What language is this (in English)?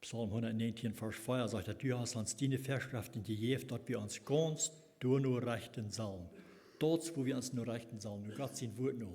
Plautdietsch